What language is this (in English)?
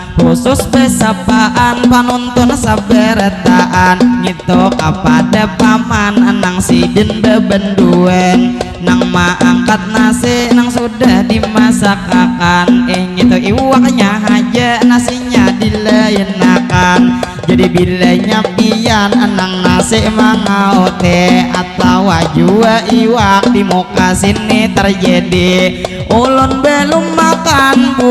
Banjar